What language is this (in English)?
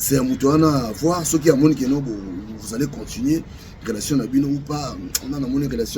Lingala